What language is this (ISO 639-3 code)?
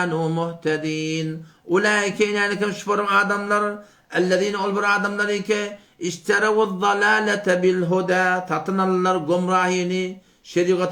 tuk